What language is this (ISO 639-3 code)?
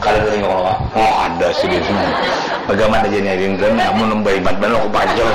bjn